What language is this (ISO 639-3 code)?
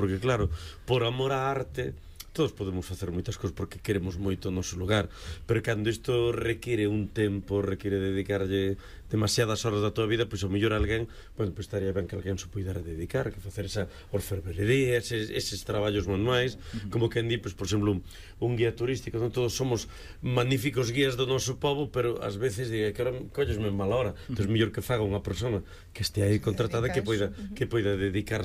glg